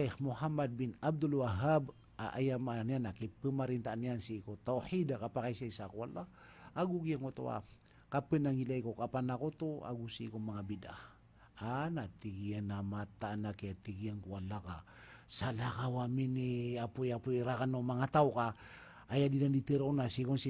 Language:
Maranao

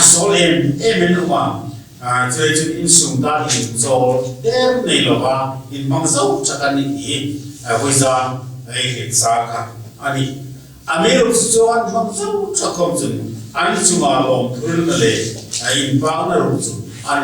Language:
Hmar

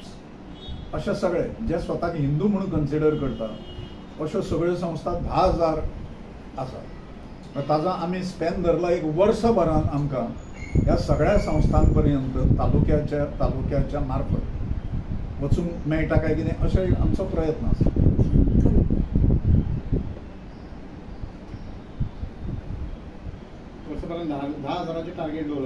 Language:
Konkani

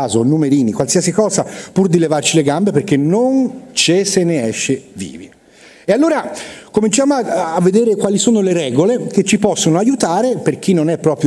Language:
Italian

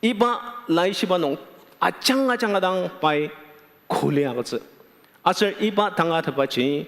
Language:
Ao Naga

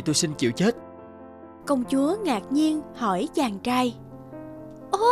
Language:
Vietnamese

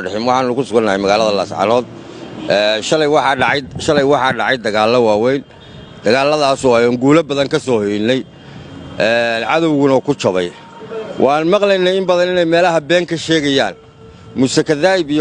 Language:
Somali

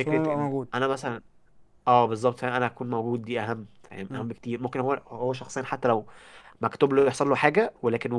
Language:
Egyptian Arabic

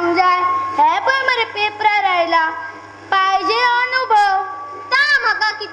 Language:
Konkani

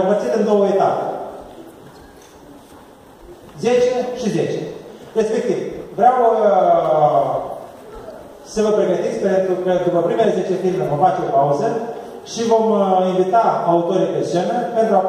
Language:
Romanian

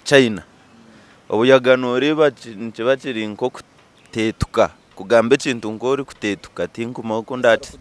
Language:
Nyankole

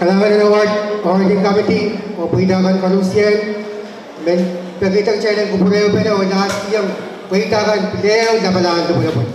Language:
Pohnpeian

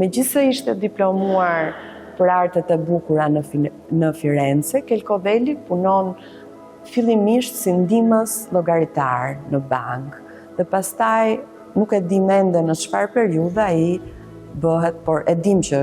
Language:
Albanian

